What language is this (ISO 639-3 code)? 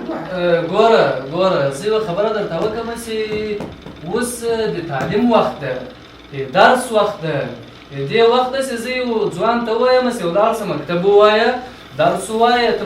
pus